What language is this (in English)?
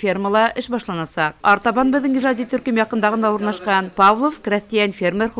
Bashkir